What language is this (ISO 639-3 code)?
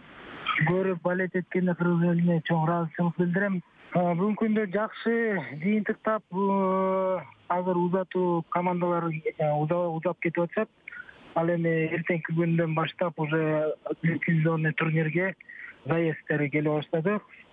kir